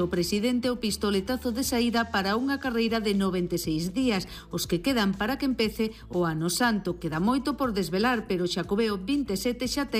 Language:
Galician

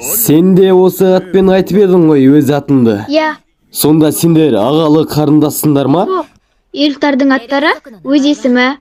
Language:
Kazakh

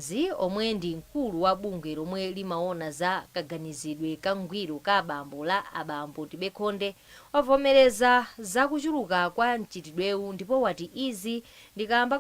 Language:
Nyanja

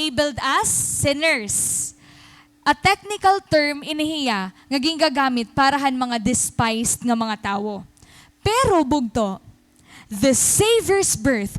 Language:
Waray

